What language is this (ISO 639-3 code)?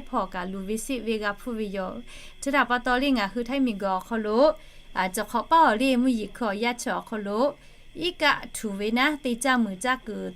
lhu